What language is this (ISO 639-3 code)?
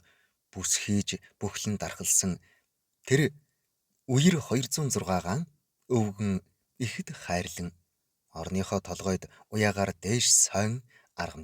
mon